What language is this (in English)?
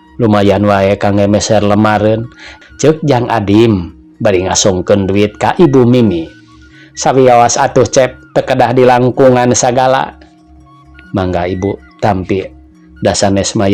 Sundanese